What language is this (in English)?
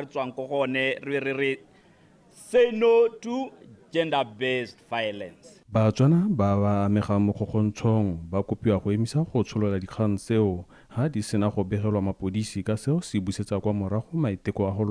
Tswana